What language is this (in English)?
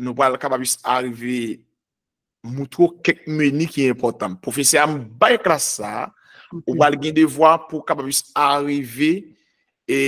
Haitian Creole